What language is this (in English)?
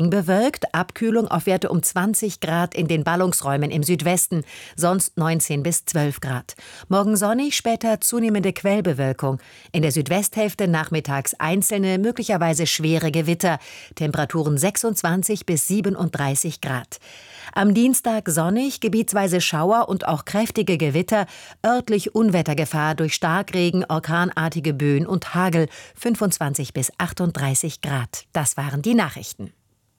German